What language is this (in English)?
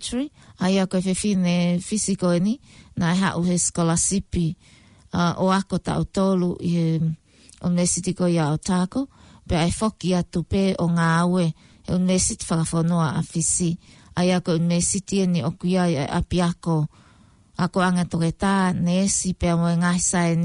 Tongan